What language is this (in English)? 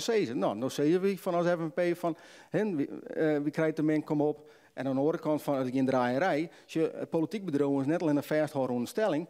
Western Frisian